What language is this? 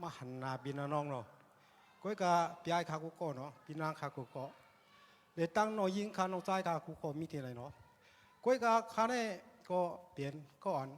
Shan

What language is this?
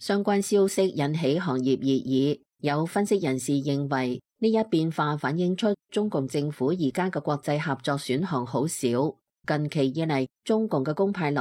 Cantonese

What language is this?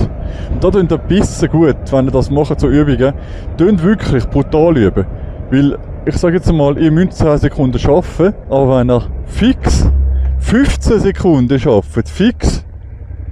Swiss German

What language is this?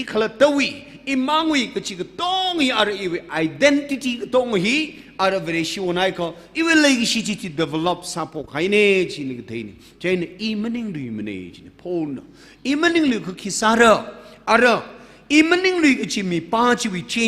Tangkhul Naga (India)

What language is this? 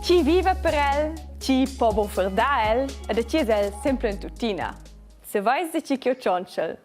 Romansh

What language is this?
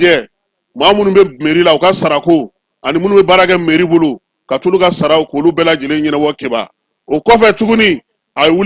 Bambara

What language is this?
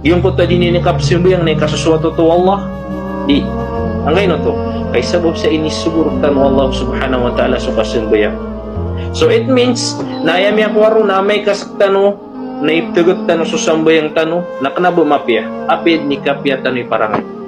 Maranao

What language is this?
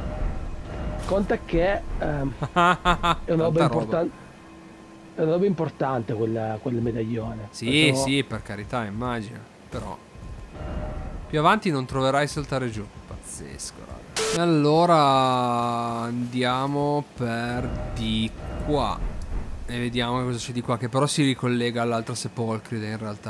Italian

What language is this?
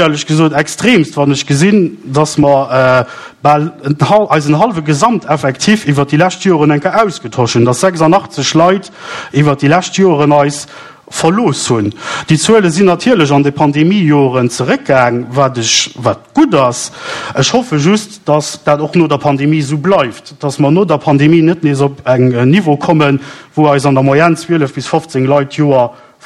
Luxembourgish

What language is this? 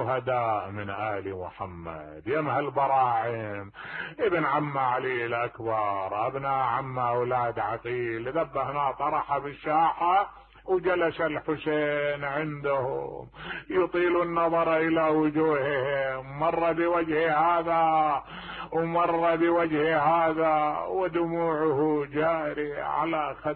Mesopotamian Arabic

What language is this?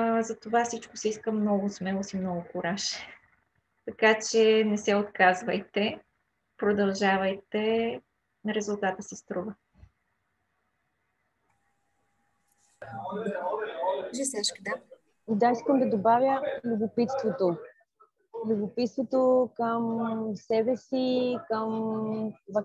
Bulgarian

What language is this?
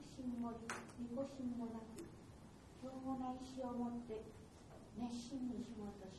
Japanese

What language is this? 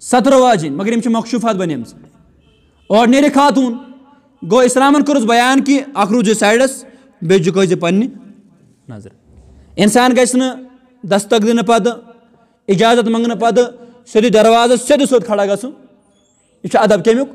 Kashmiri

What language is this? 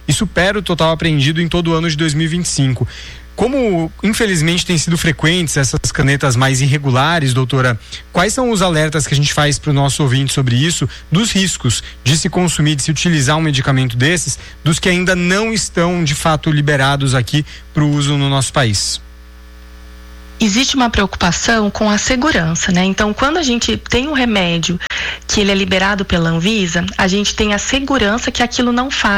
Portuguese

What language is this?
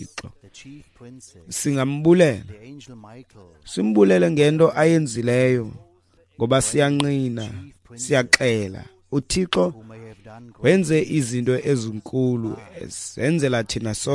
Xhosa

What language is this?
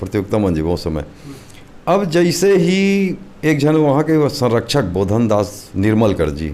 Chhattisgarhi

